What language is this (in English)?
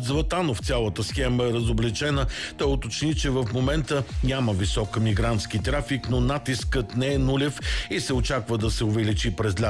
Bulgarian